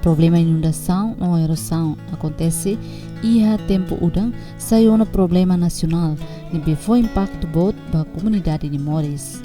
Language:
Tetum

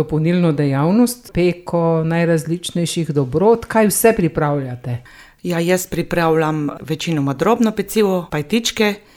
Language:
Slovenian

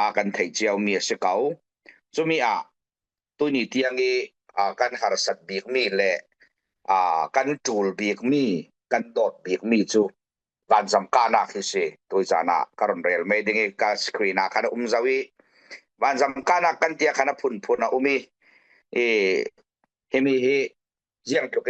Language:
Falam Chin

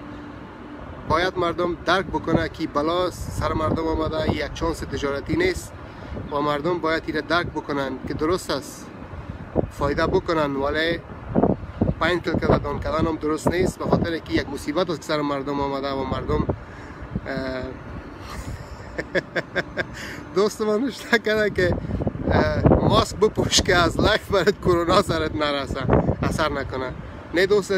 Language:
Persian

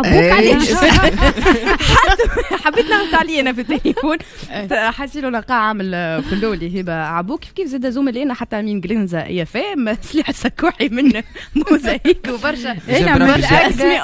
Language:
Tunisian Arabic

